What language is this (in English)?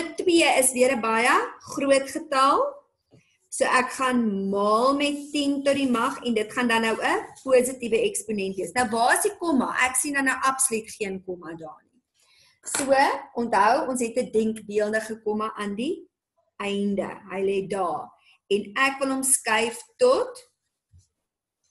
Afrikaans